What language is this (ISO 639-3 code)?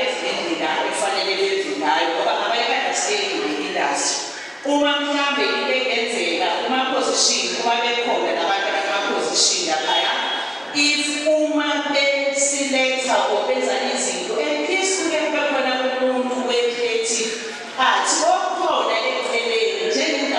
zul